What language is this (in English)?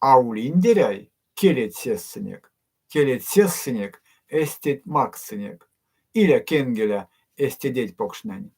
Erzya